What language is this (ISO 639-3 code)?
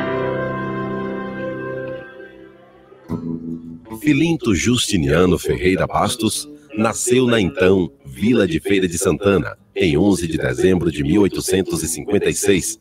por